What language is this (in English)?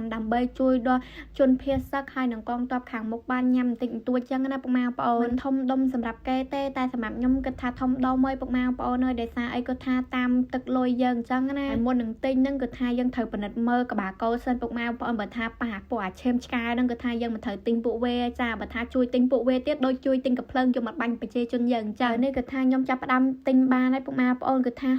Khmer